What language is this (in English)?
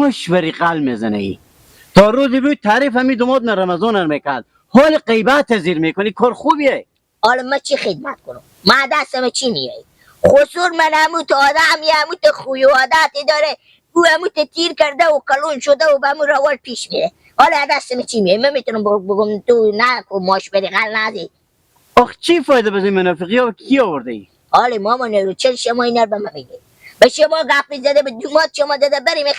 Hazaragi